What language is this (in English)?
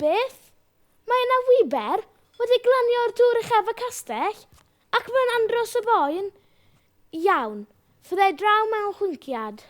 Welsh